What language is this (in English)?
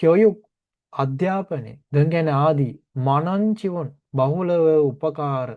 Sinhala